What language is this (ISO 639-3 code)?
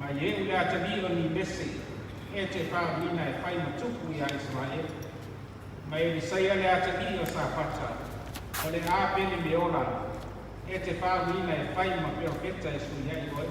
smo